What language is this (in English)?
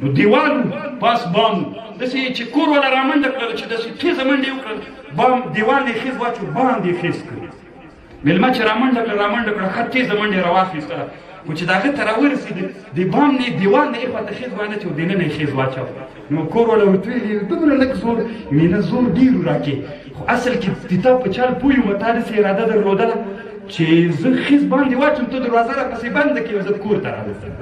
Pashto